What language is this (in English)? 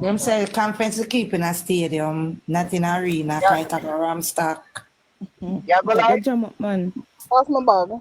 Jamaican Creole English